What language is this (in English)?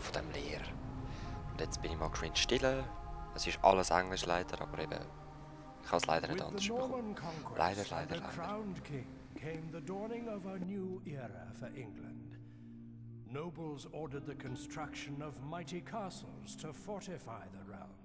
Swiss German